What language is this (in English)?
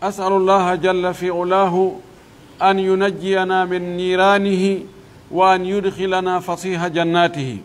Pular